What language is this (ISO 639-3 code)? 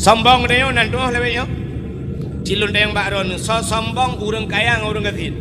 ace